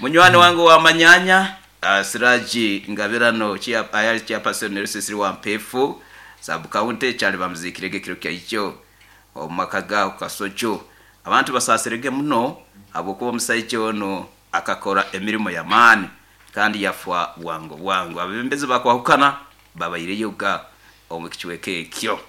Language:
Nyoro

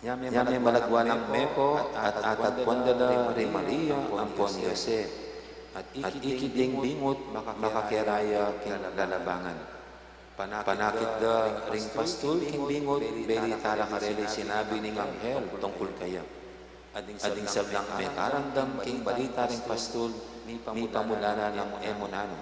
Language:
Pampanga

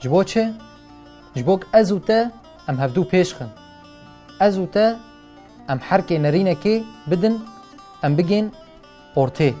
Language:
Kurdish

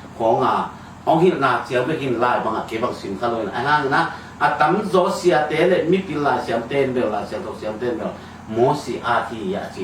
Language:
Tedim Chin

